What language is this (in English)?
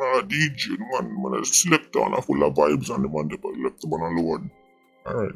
Jamaican Creole English